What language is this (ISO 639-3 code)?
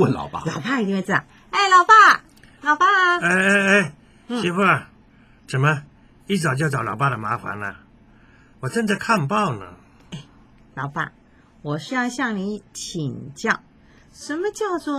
zho